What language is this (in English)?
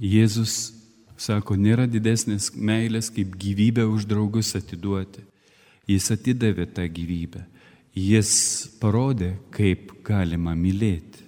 Lithuanian